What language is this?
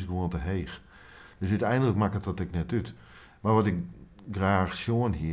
Western Frisian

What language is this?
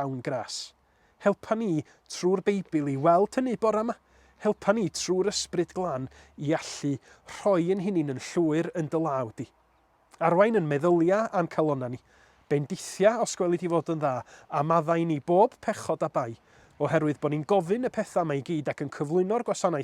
Welsh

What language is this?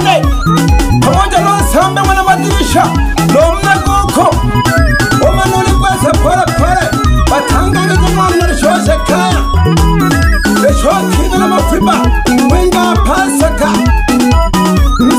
Swahili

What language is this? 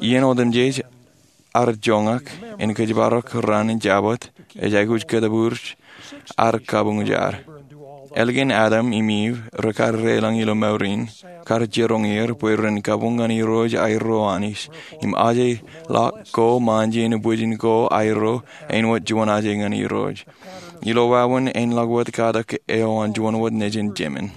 Marshallese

